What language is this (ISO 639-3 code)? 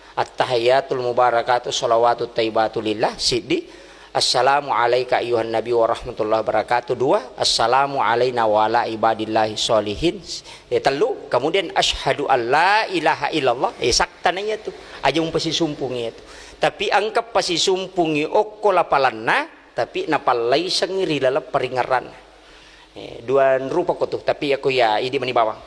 bug